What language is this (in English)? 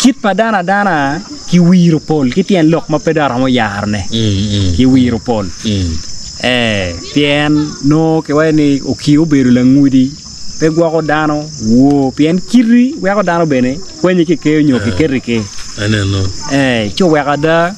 Acoli